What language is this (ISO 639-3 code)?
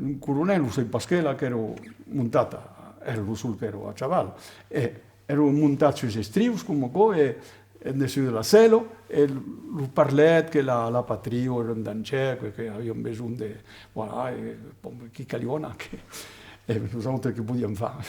oci